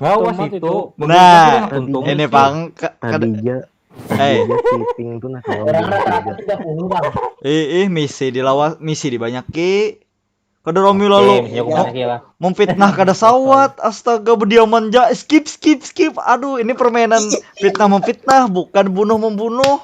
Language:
Banjar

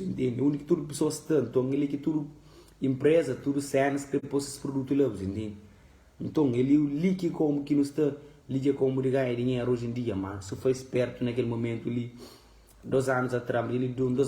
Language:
Kabuverdianu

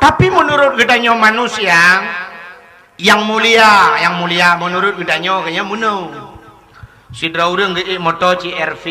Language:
Achinese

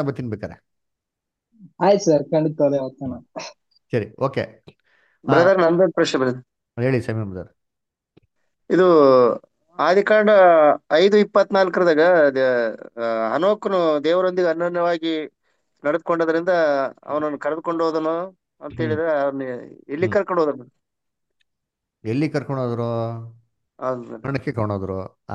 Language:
Kannada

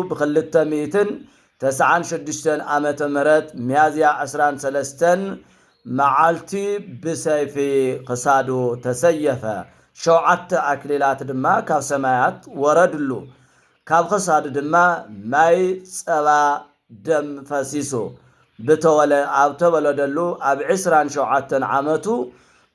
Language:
Tigrinya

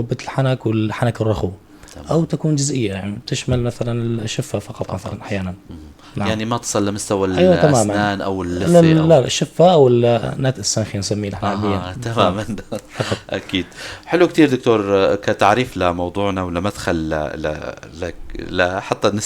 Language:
North Levantine Arabic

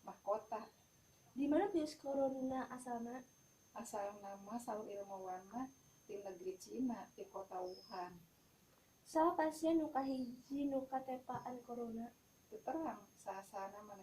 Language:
Sundanese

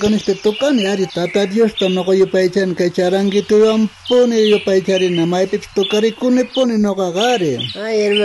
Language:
South Bolivian Quechua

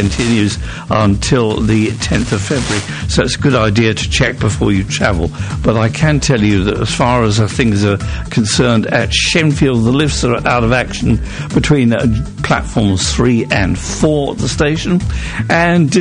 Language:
English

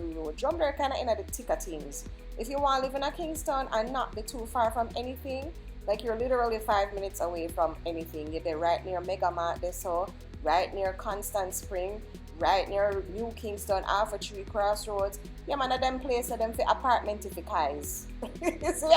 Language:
Jamaican Creole English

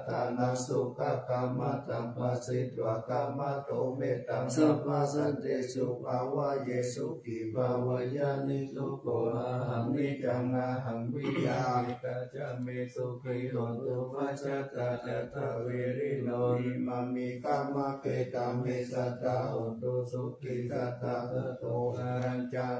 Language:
Pali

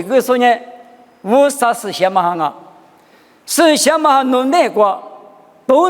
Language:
Lisu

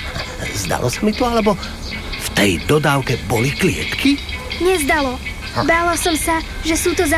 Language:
Slovak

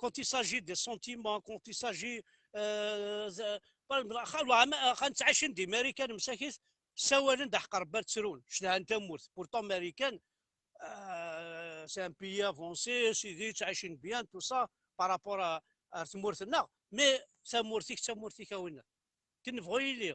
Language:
Kabyle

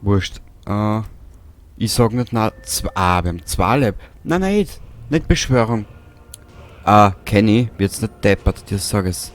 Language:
Bavarian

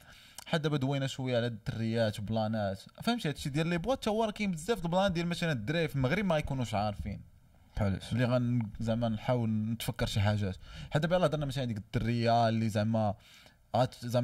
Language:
Moroccan Arabic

